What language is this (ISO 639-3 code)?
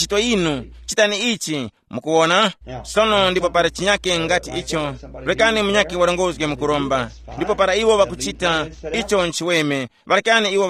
tum